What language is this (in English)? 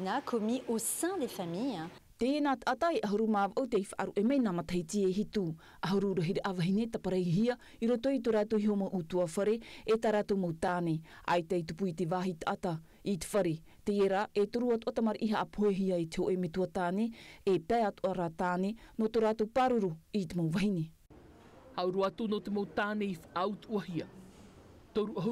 Tahitian